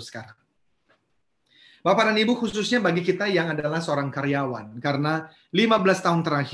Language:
Indonesian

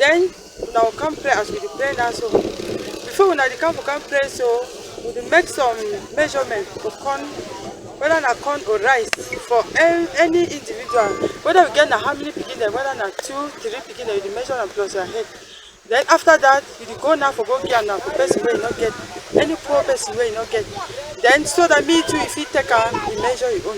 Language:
Cameroon Pidgin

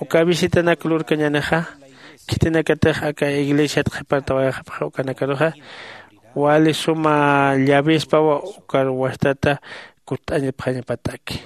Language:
Aymara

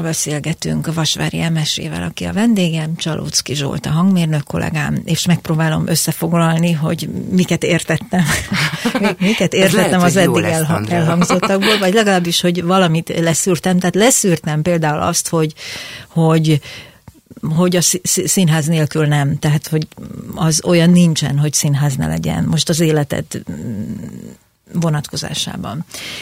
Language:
Hungarian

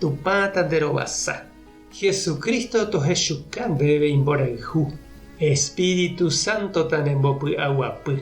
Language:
Guarani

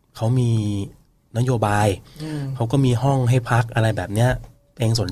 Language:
Thai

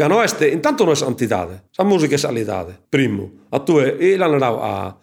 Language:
Sardinian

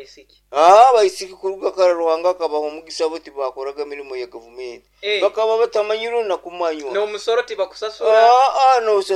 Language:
Nyoro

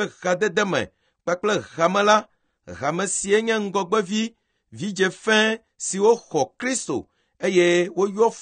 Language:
Ewe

